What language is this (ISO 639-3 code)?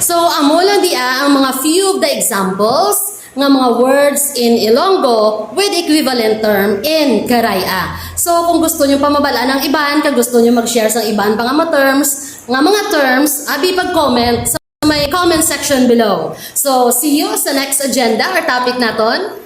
hil